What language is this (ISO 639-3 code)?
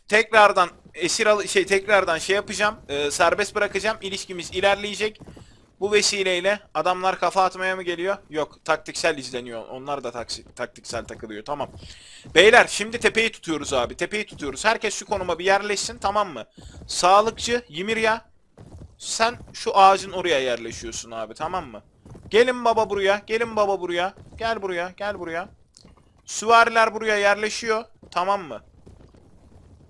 tur